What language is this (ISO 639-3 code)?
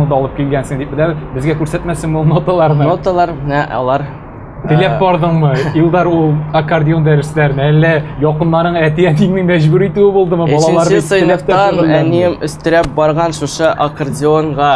tat